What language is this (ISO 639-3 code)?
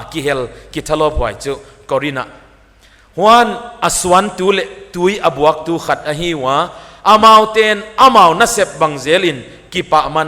pck